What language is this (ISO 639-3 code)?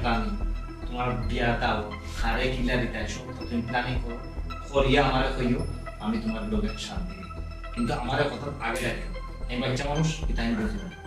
syl